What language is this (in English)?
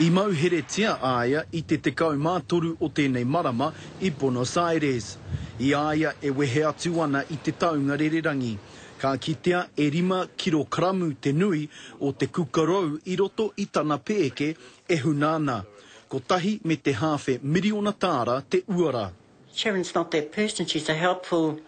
Māori